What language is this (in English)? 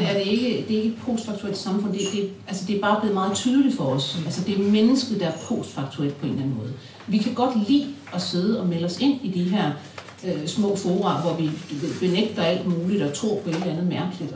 Danish